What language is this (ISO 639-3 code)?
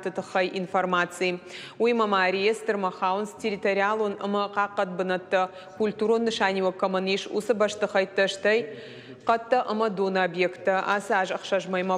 oss